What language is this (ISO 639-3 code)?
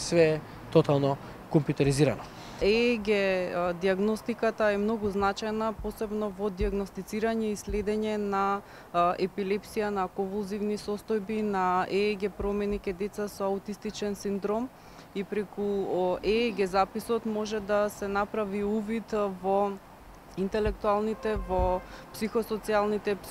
mkd